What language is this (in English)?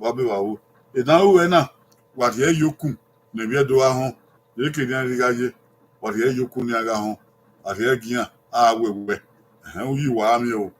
Bini